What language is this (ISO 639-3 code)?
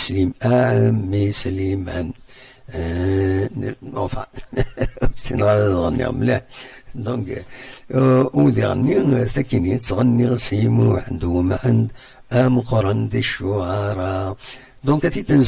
kab